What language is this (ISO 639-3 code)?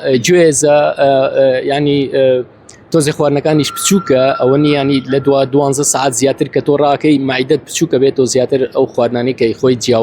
ckb